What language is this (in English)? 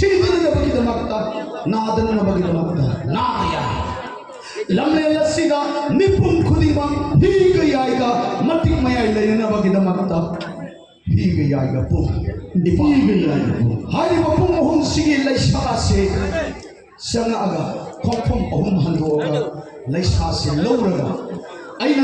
Manipuri